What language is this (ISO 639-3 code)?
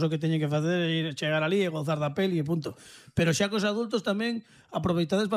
glg